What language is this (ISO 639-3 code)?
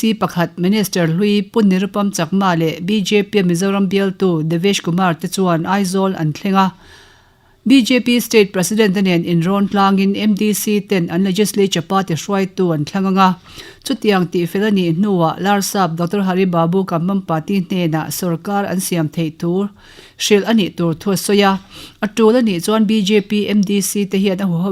lus